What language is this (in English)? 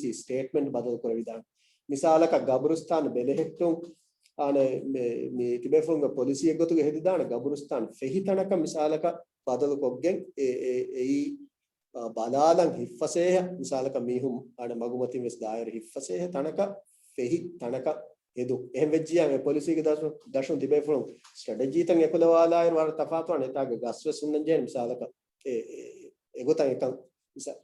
Divehi